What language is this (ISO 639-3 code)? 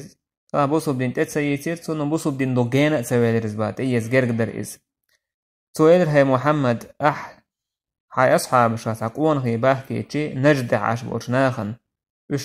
che